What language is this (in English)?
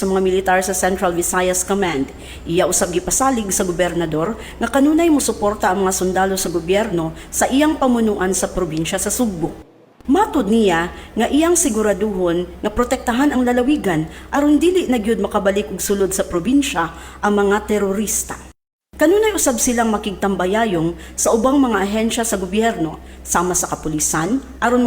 Cebuano